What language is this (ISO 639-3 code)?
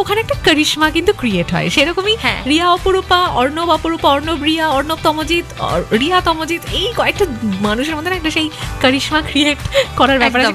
ben